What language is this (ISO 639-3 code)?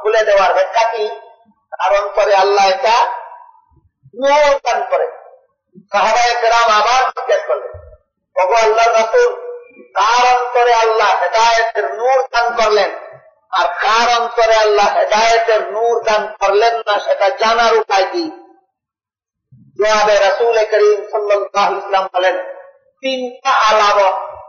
ben